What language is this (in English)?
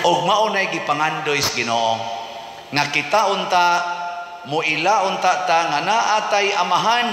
Cebuano